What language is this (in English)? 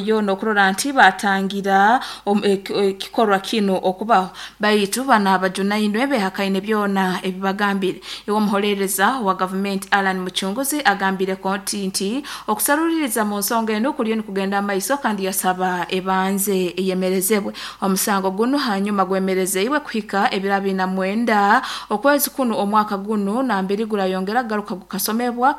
Nyoro